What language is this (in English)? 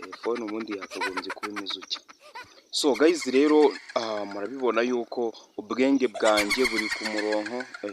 Kinyarwanda